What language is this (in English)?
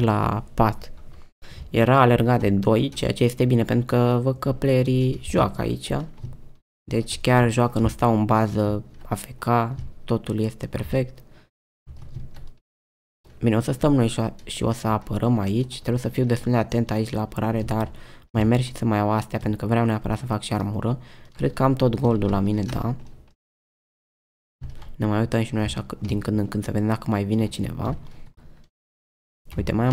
Romanian